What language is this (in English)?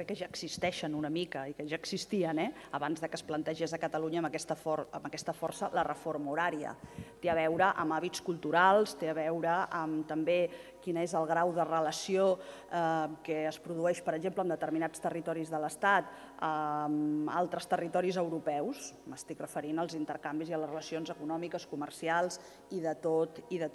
Catalan